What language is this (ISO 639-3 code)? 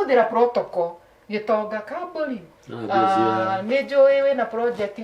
kik